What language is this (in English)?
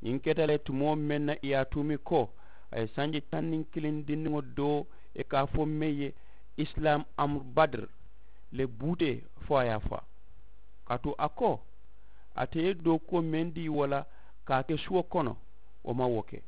Mandingo